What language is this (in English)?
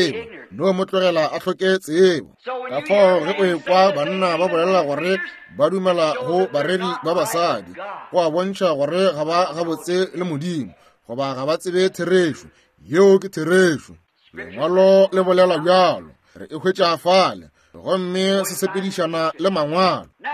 Northern Sotho